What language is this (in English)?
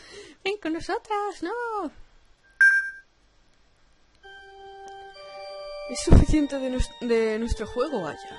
Spanish